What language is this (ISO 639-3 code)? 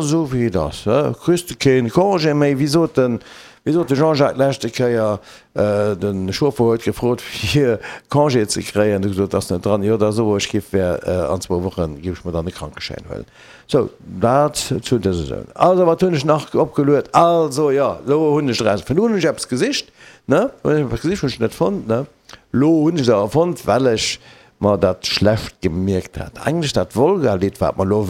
ltz